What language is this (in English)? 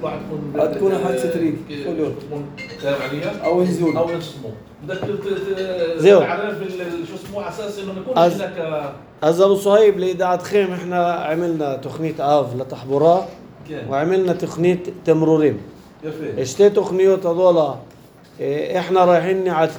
North Levantine Arabic